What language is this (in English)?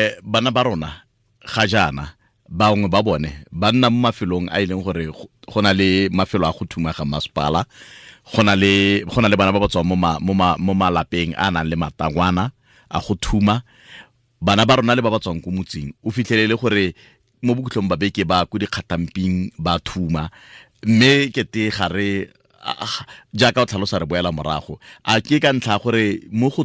Tswana